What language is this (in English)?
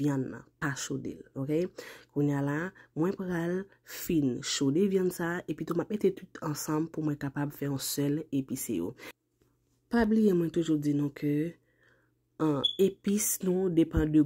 Haitian Creole